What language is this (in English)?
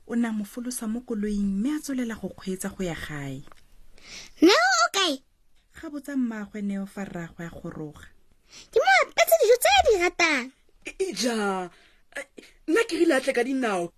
Tswana